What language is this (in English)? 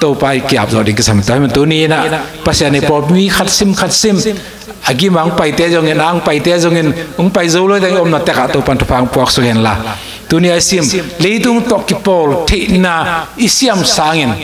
Tedim Chin